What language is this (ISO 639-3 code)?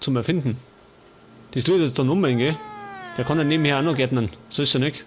bar